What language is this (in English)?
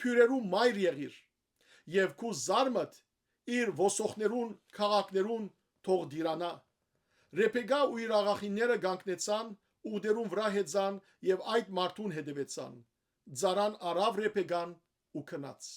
Western Armenian